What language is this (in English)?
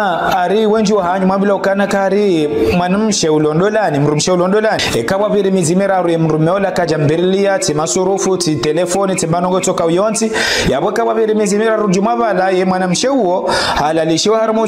Ngazidja Comorian